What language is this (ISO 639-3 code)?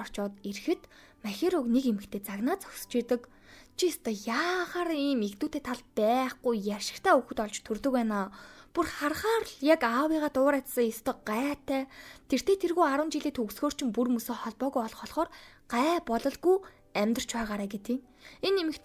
mon